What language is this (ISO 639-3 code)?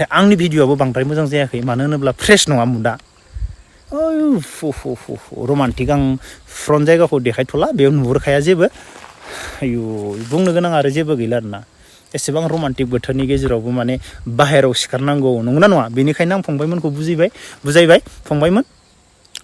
brx